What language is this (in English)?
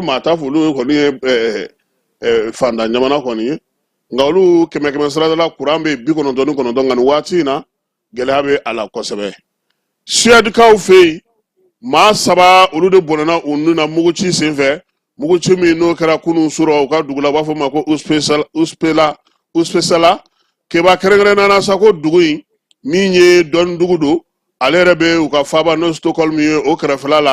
Bambara